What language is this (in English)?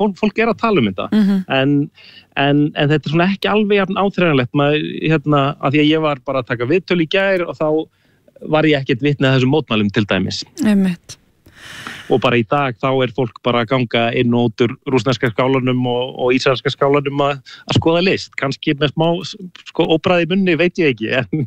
Icelandic